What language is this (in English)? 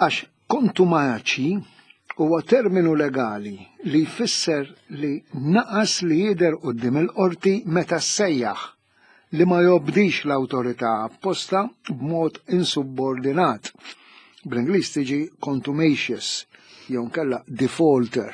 Maltese